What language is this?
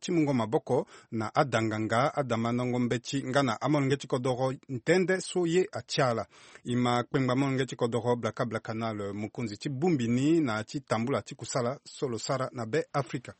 Sango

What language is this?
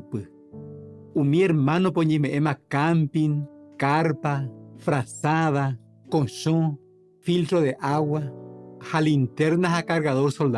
Guarani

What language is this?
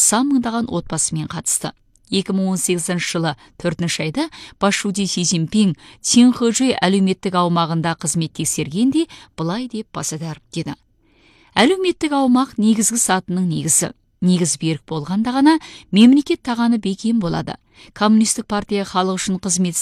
Kazakh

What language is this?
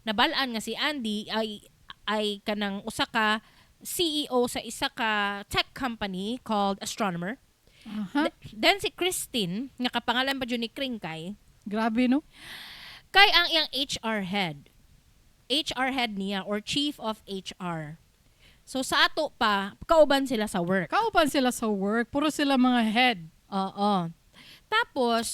Cebuano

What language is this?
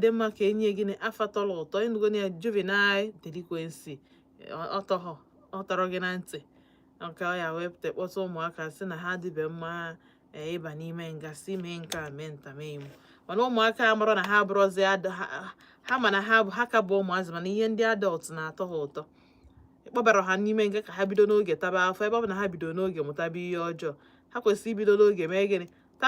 Igbo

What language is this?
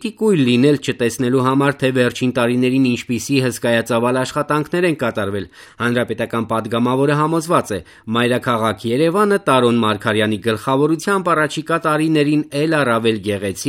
Armenian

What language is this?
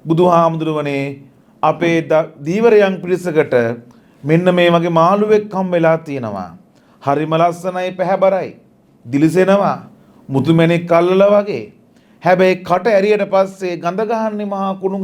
Sinhala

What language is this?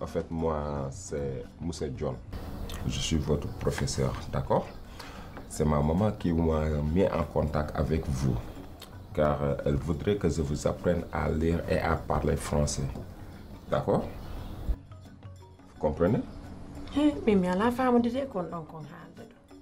Pular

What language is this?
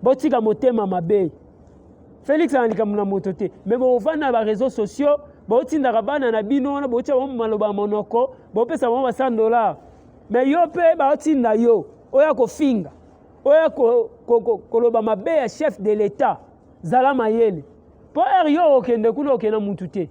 Lingala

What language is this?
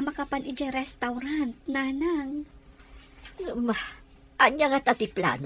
Iloko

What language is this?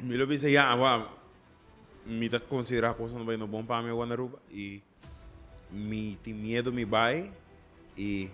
Papiamento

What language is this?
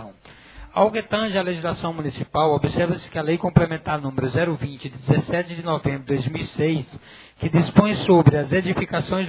Portuguese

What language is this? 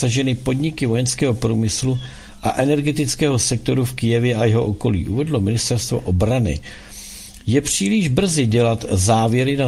Czech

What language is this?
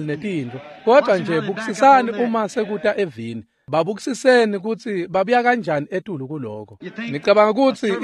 Swati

